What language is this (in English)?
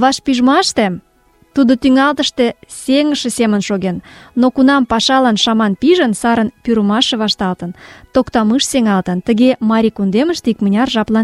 Mari